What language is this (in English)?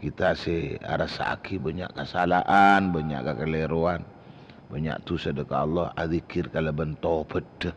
Madurese